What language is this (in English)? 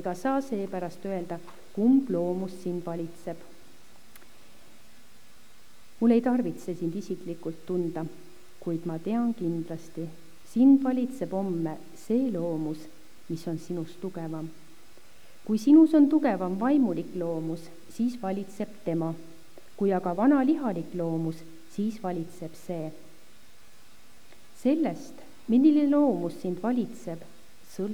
Estonian